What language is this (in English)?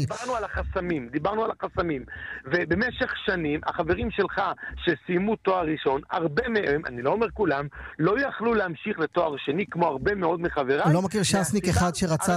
Hebrew